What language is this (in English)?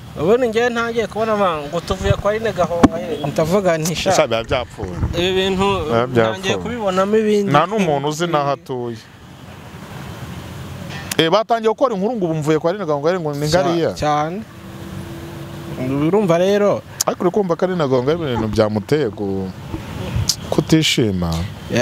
Kinyarwanda